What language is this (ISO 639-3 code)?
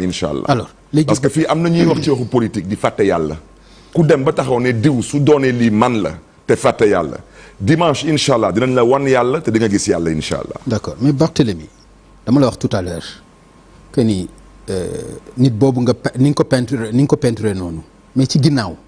wol